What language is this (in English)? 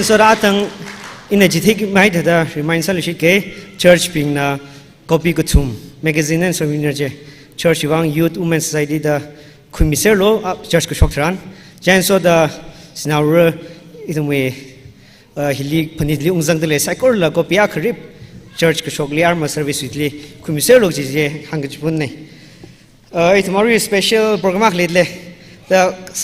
Tangkhul Naga (India)